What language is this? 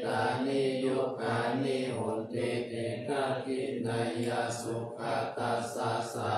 Pali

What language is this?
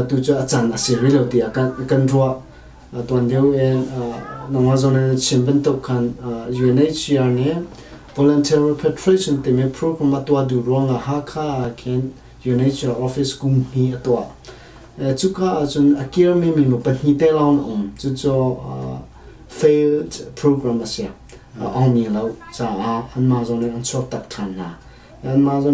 Hakha Chin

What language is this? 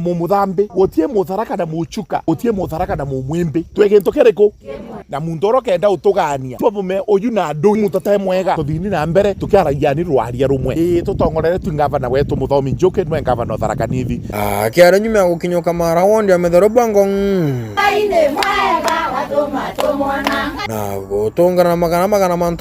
Meru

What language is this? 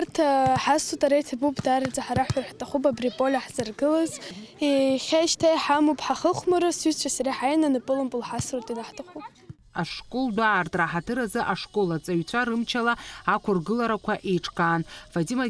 Abkhazian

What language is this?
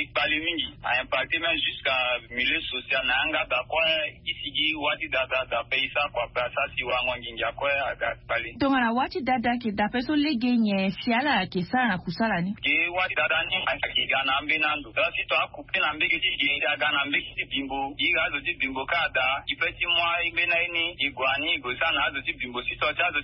Sango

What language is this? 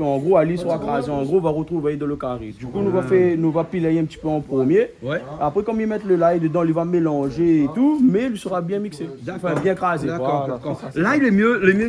Réunion Creole French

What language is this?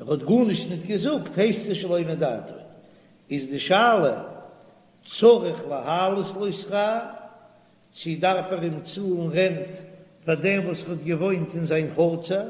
Yiddish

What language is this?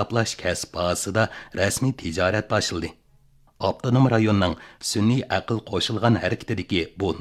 Uyghur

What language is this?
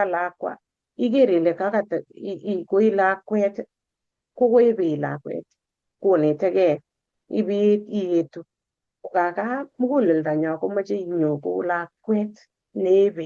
Kalenjin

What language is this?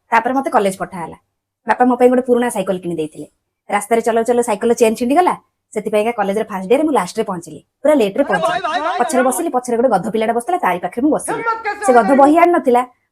Odia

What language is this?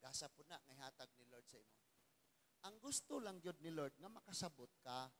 Cebuano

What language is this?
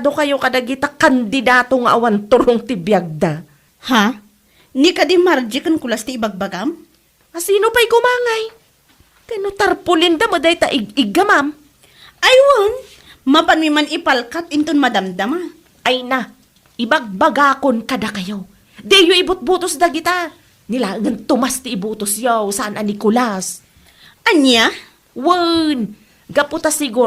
Iloko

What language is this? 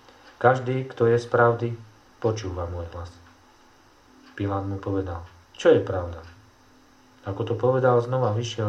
Slovak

